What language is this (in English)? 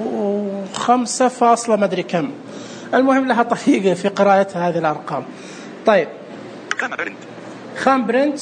Najdi Arabic